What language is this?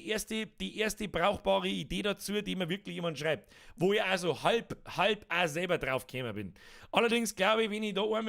Bavarian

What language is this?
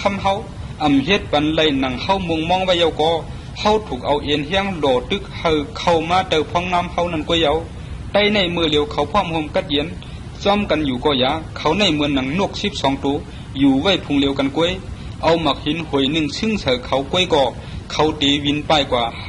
Shan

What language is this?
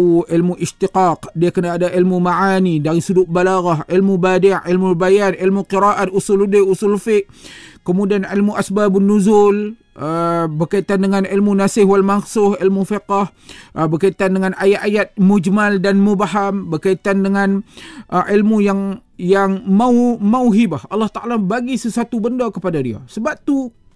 Malay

